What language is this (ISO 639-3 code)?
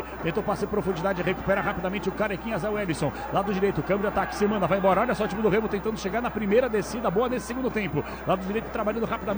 por